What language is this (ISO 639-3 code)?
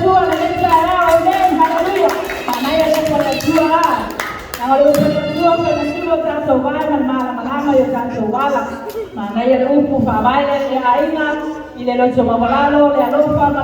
smo